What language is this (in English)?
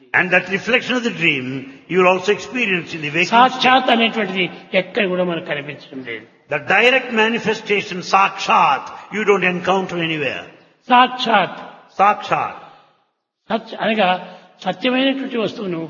Telugu